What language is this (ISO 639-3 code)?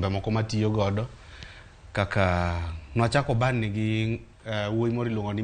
luo